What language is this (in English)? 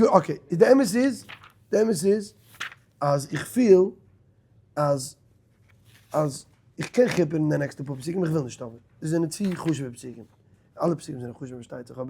Yiddish